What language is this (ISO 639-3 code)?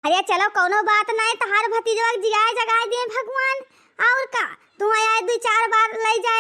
awa